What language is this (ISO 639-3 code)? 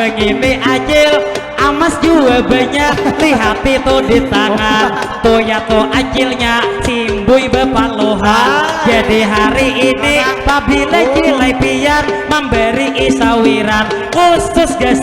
bjn